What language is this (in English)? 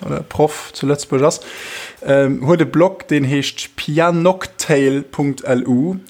Luxembourgish